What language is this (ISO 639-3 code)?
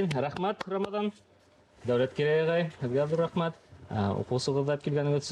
bak